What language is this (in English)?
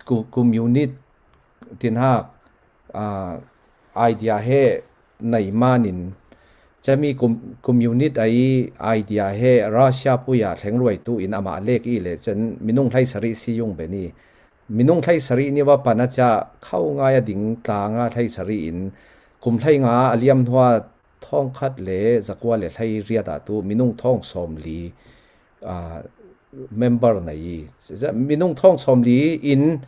Falam Chin